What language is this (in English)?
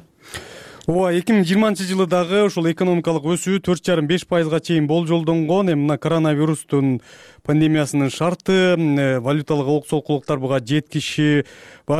Kyrgyz